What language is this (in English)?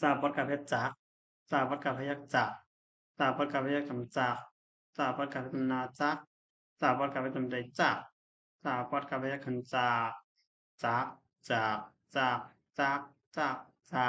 Shan